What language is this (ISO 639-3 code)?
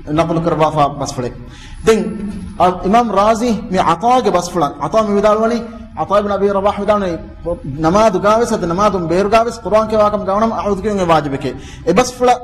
div